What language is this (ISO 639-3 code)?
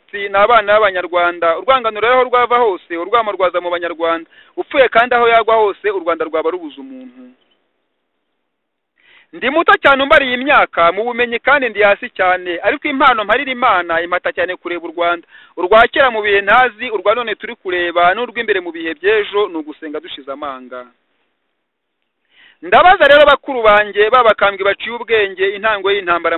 kin